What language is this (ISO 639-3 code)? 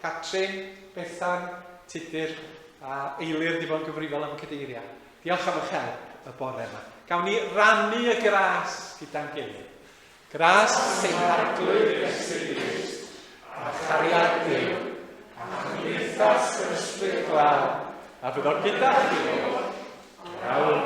cym